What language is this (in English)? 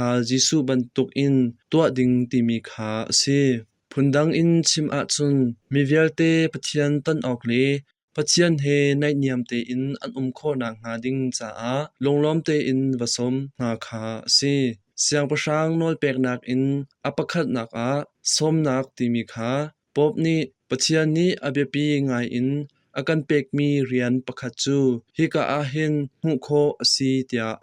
Hakha Chin